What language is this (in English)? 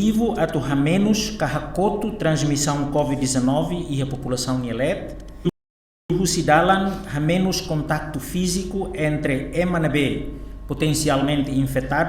Tetum